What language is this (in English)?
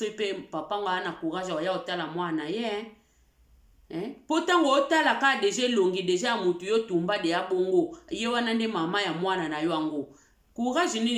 Lingala